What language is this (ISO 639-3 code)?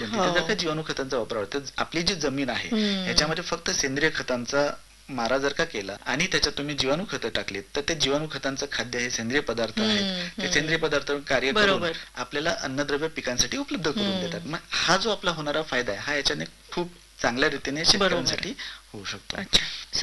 mar